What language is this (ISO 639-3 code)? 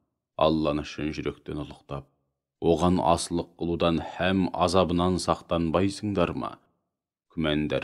kaz